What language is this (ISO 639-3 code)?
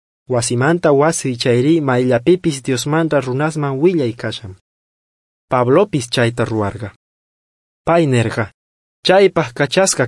quh